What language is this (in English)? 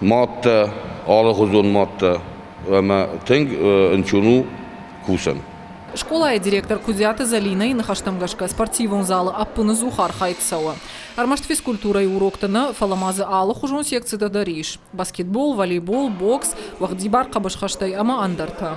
Ossetic